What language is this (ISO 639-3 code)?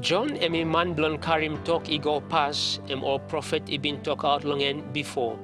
tpi